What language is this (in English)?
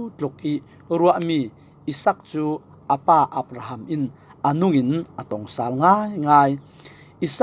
Falam Chin